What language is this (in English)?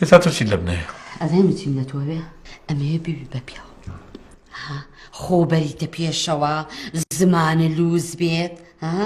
Central Kurdish